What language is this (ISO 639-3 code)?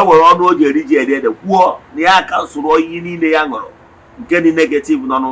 ibo